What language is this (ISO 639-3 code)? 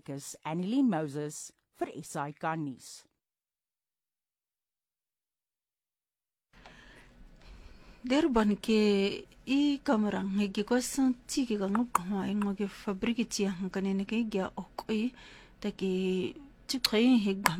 afr